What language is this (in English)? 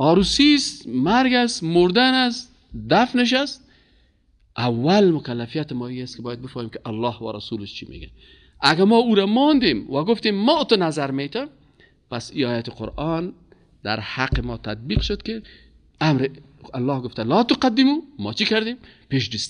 Persian